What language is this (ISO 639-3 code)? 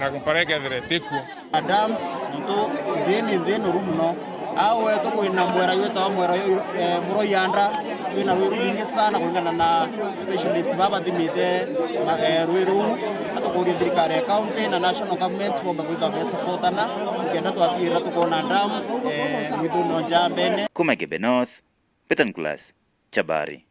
mer